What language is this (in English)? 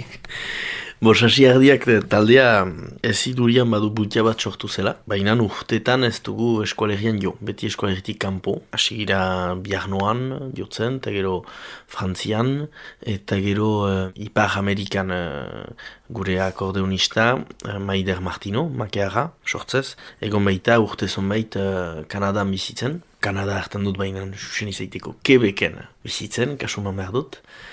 Basque